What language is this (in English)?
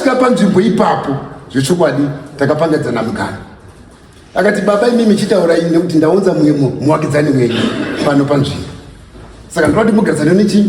Shona